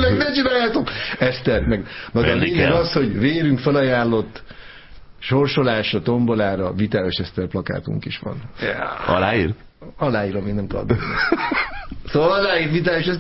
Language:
Hungarian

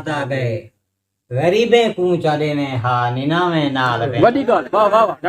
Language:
Saraiki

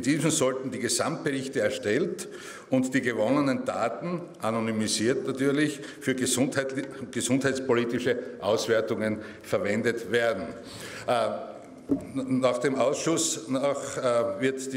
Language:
German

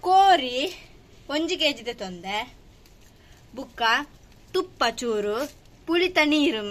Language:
Tulu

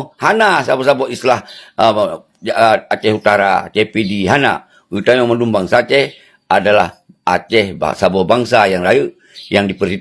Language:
Achinese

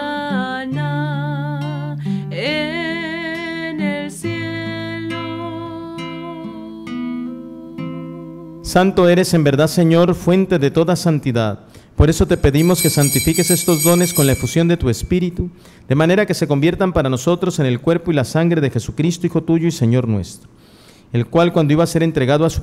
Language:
Spanish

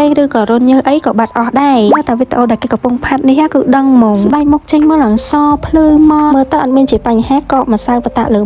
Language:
Khmer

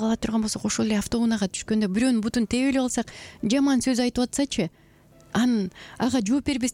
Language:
Kyrgyz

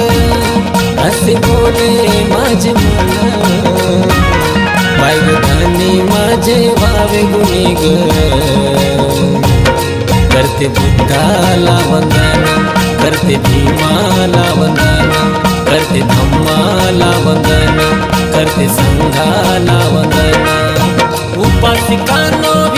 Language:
Marathi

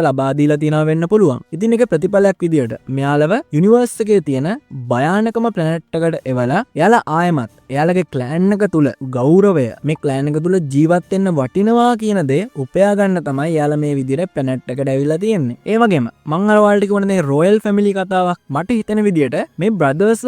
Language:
Sinhala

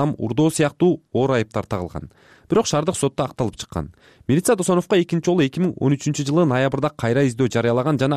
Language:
Kyrgyz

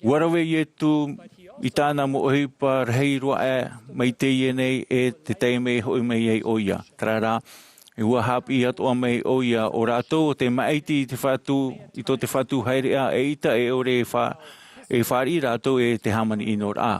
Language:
Tahitian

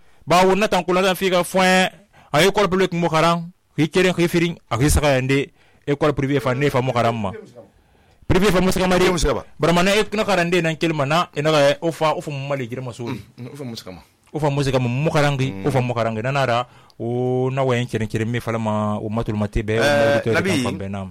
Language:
Susu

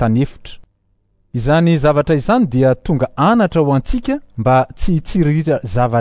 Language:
Malagasy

